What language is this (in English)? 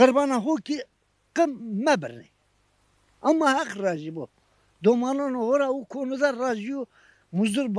Zaza